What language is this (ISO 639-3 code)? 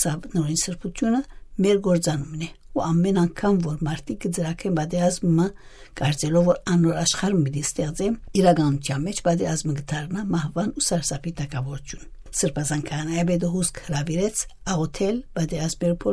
hye